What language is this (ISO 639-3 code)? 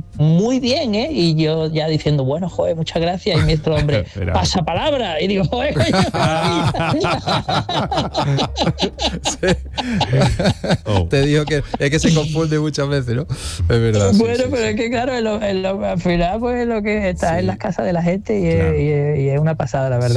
spa